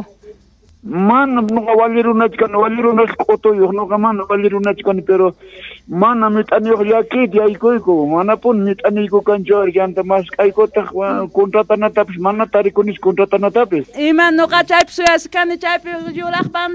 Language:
South Bolivian Quechua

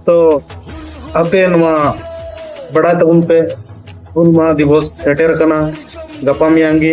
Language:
Santali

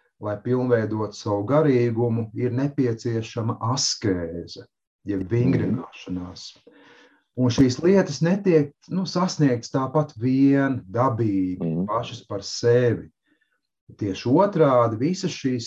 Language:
Latvian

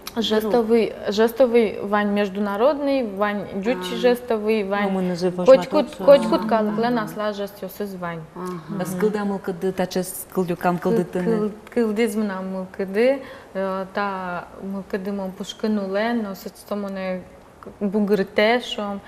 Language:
Udmurt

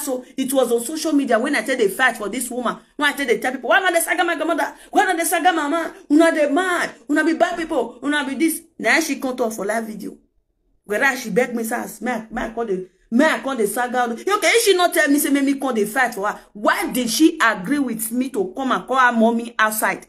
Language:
Nigerian Pidgin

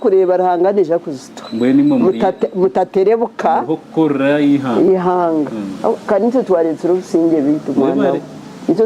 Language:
Nyankole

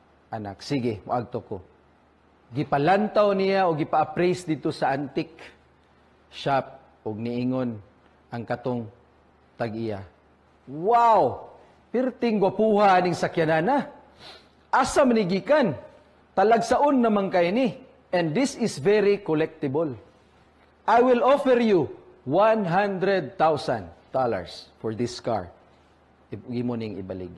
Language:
Cebuano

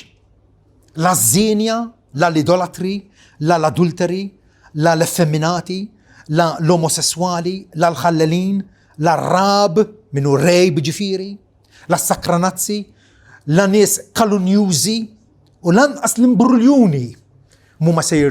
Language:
Maltese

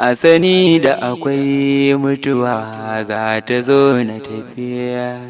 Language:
Hausa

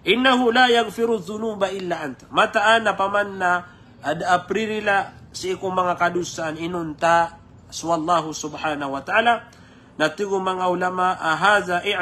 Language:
Maranao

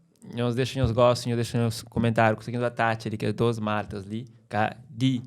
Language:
Kabuverdianu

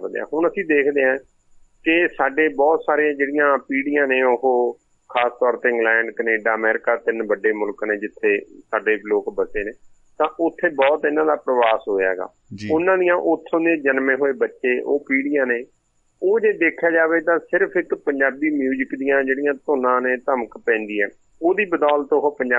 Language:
Punjabi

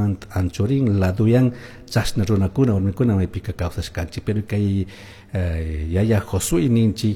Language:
Chimborazo Highland Quichua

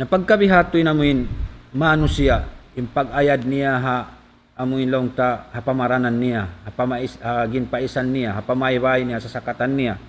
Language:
Tausug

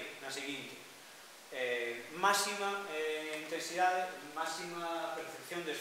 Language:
Galician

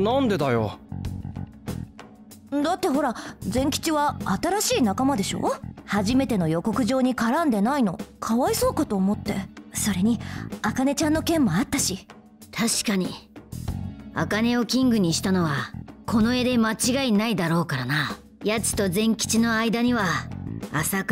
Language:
Japanese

